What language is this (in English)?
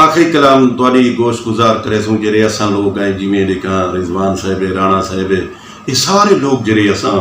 Saraiki